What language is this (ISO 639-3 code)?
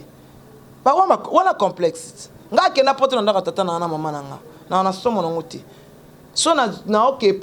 lin